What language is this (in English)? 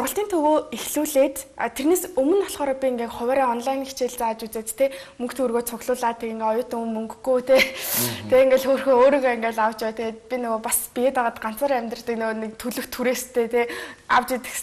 Mongolian